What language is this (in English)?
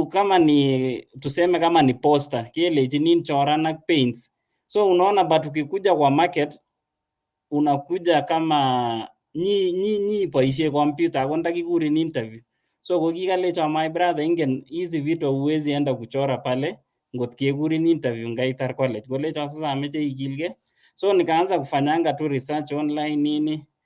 Kalenjin